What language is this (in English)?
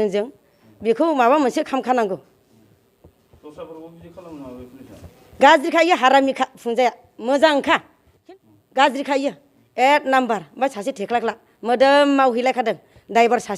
Bodo